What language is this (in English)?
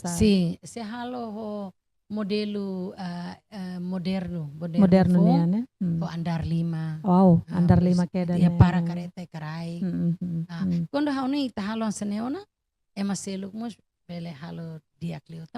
Tetum